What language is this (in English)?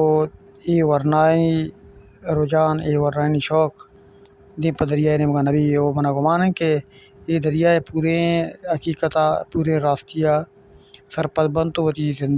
Baluchi